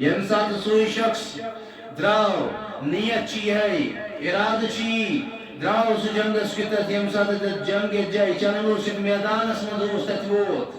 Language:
Kashmiri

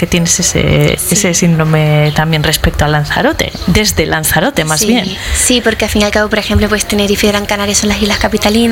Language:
Spanish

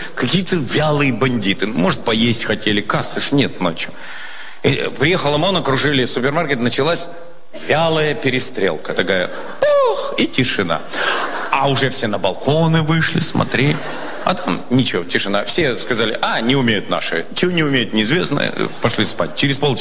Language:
Russian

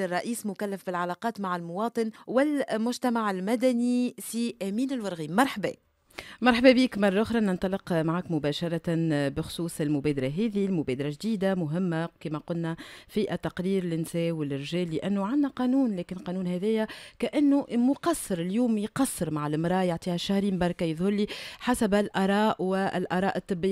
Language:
Tunisian Arabic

